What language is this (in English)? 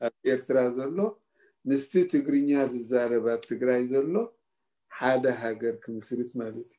Tigrinya